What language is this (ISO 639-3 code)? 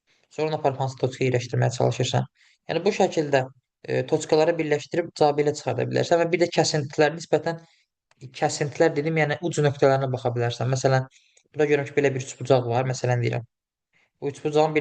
aze